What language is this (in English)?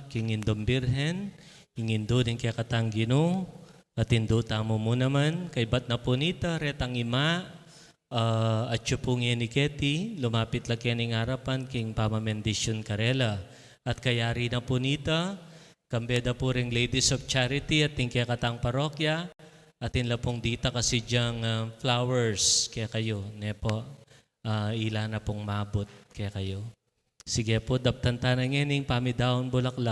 Pampanga